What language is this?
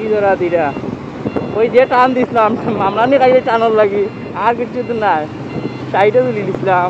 Sylheti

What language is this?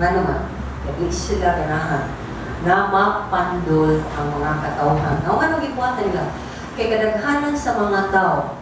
Cebuano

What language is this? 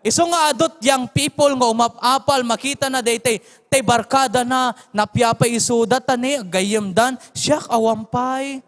Iloko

